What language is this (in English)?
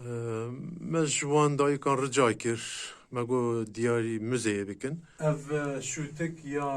Kurdish